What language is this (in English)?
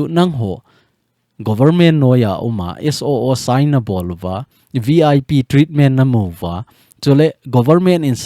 Thado Chin